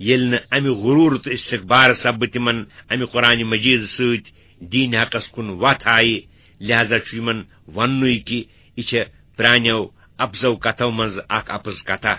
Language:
Kashmiri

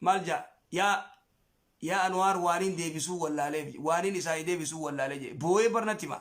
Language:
Oromo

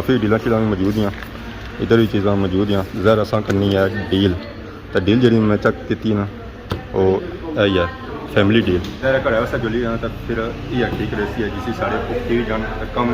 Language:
Pahari-Potwari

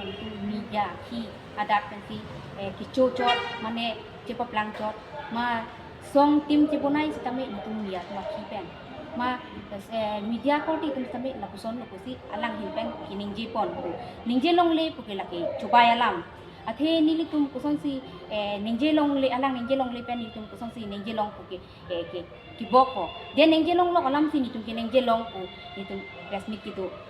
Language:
Karbi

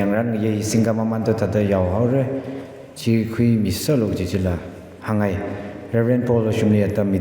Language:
Tangkhul Naga (India)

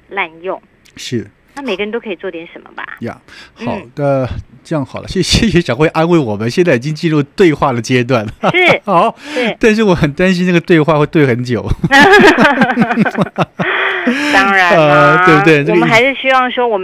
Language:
Chinese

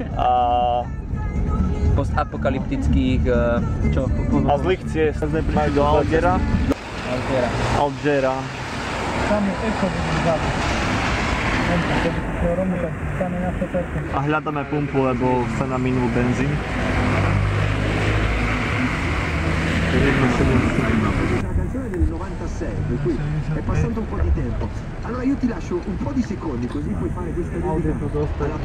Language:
Slovak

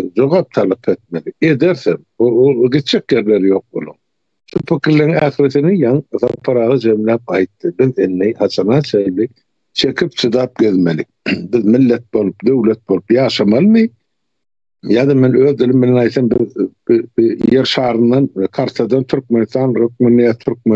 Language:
Turkmen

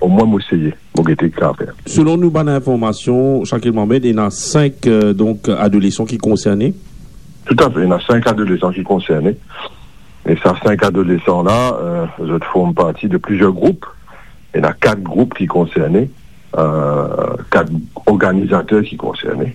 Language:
Morisyen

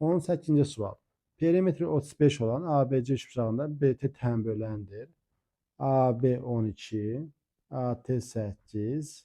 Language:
Azerbaijani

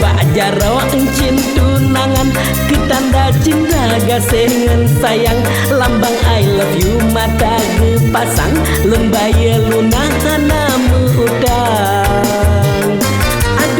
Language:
Achinese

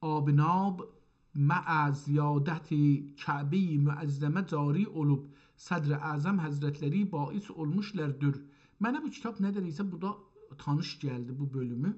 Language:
South Azerbaijani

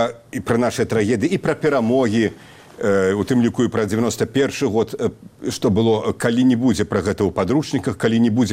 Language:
Belarusian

